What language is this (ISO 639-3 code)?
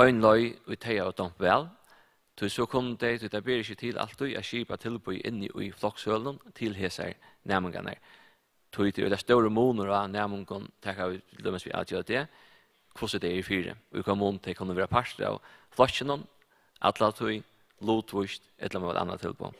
fao